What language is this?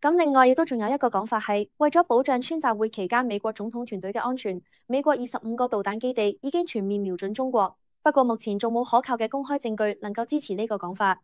Cantonese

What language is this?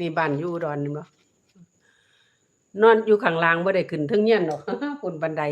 Lao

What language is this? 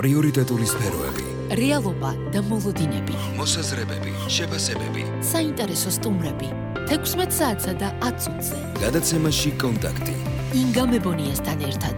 Georgian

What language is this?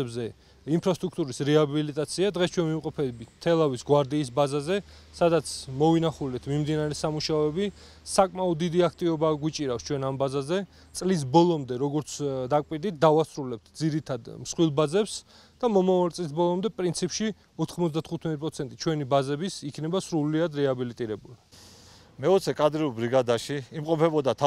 Georgian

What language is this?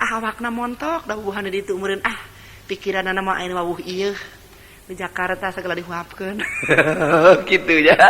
Sundanese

